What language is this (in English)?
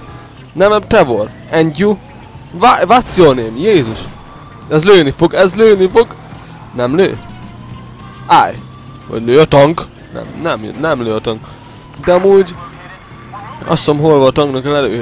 Hungarian